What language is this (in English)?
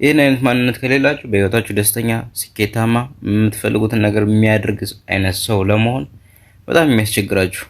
Amharic